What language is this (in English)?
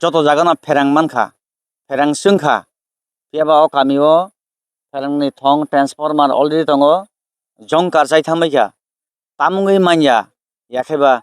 Kok Borok